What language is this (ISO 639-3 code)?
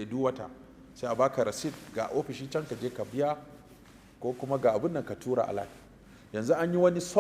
hau